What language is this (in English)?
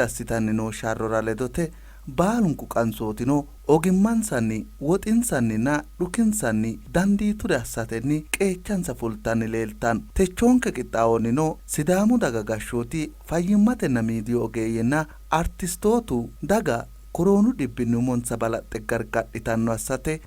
Sidamo